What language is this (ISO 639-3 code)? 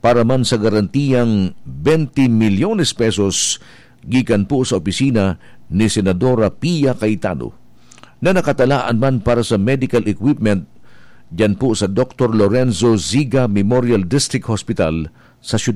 bik